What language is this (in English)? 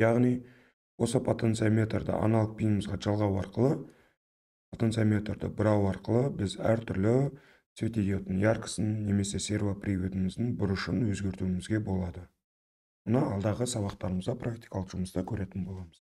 Kazakh